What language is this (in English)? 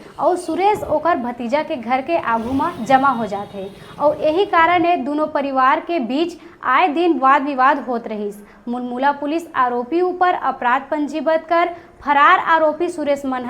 Chhattisgarhi